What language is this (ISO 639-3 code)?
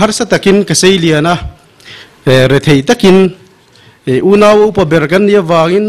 lus